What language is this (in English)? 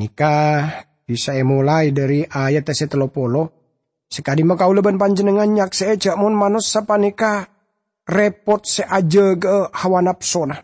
Madurese